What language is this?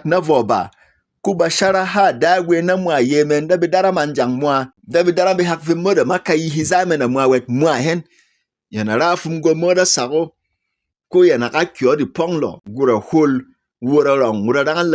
Berom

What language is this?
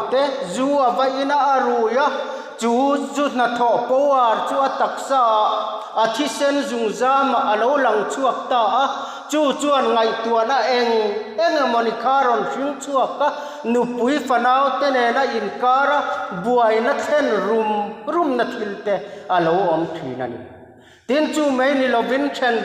Mizo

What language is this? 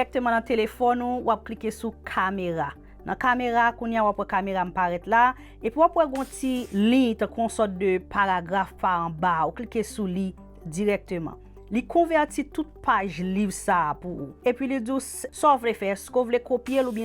Haitian Creole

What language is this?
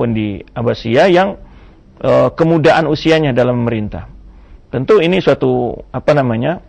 Indonesian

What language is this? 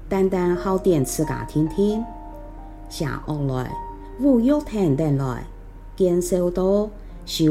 Hakka Chinese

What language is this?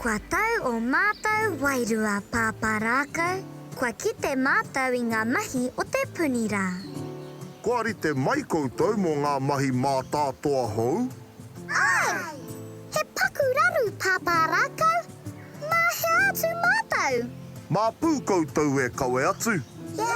Māori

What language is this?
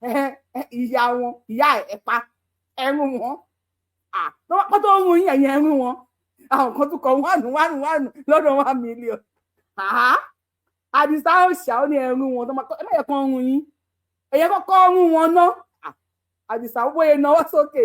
Yoruba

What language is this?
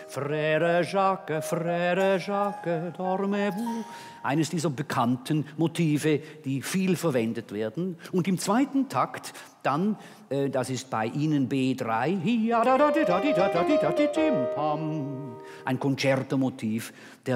German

